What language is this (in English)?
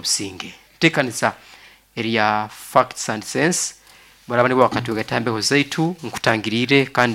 Nyoro